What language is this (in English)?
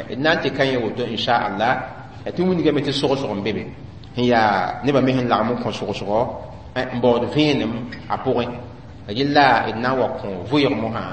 Mossi